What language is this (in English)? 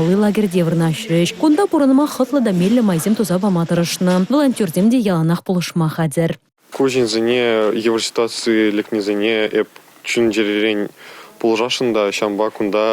Chuvash